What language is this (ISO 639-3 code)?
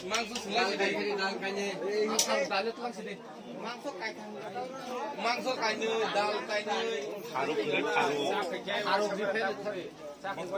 trp